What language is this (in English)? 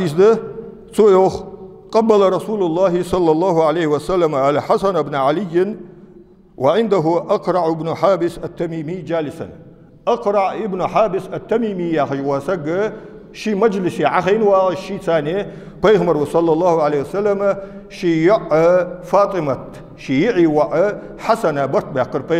Ingush